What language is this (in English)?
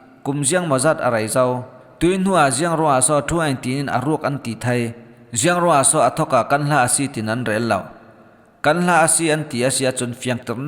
Falam Chin